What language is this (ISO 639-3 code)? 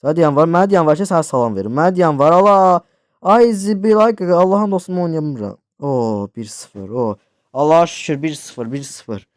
aze